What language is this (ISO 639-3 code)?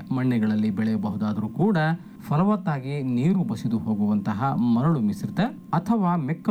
kan